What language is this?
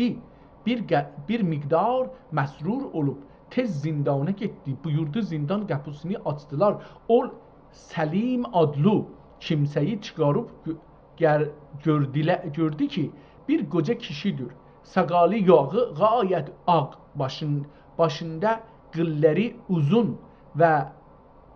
South Azerbaijani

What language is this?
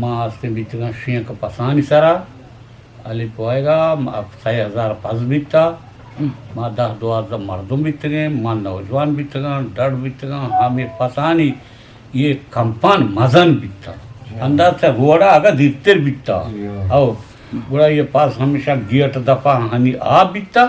Eastern Balochi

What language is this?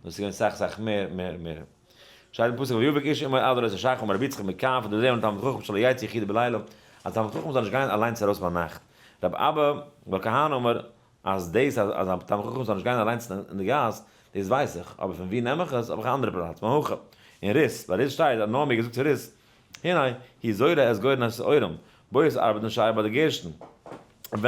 Yiddish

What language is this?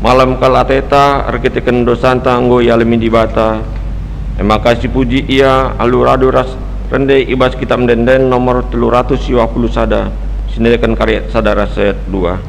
Batak Karo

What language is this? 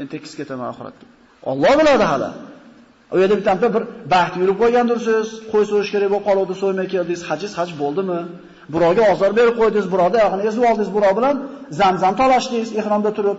Uzbek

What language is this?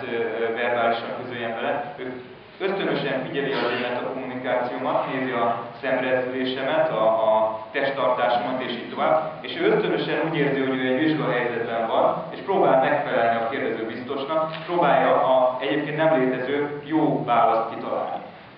Hungarian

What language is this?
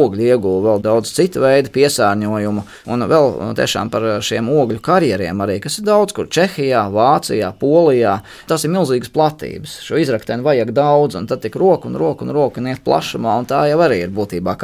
Latvian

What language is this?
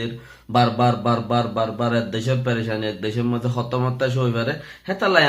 Rohingya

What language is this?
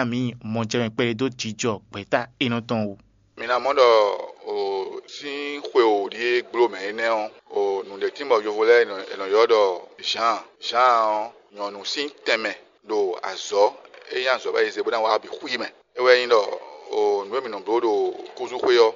Fon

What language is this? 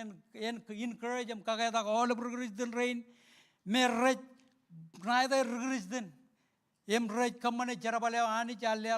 Marshallese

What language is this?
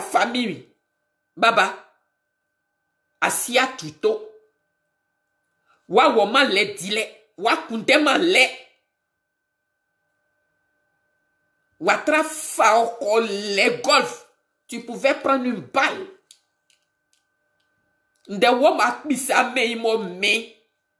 French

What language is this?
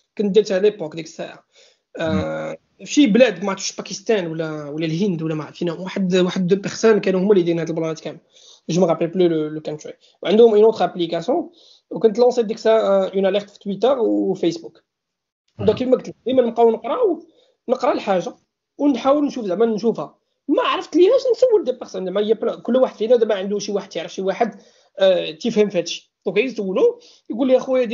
Moroccan Arabic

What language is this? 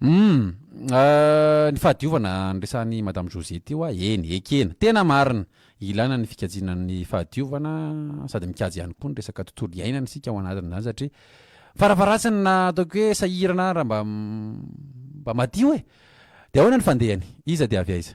Malagasy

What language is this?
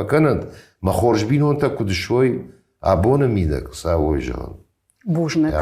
Ossetic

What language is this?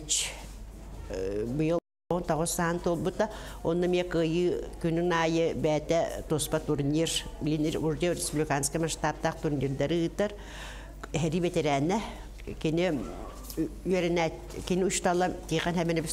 Yakut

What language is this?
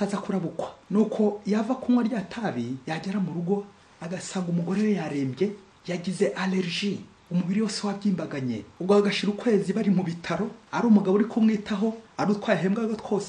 Kinyarwanda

